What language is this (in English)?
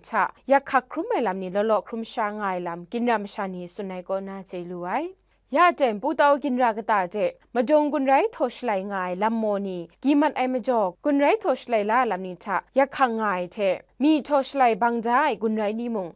Kachin